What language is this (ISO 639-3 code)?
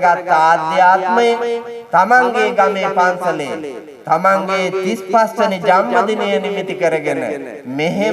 sin